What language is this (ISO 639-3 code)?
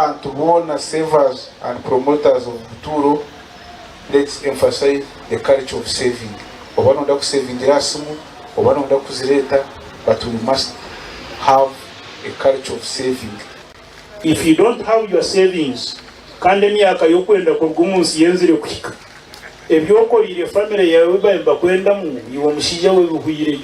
nyn